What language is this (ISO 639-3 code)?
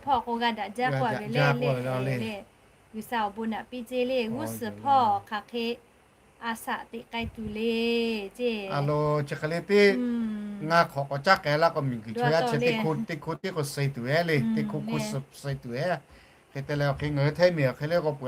lhu